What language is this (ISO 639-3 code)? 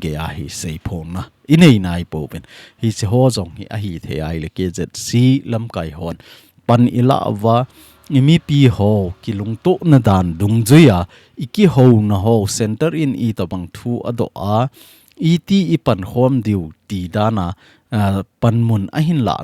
tcz